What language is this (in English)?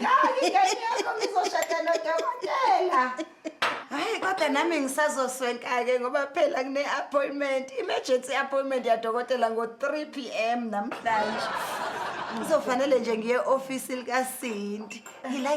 Zulu